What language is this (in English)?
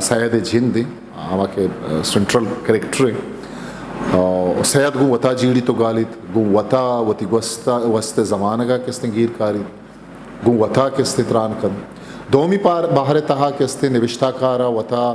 Eastern Balochi